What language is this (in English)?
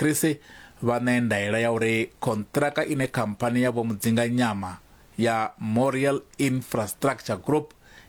Venda